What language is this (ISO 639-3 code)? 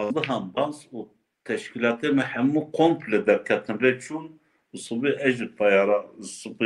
kur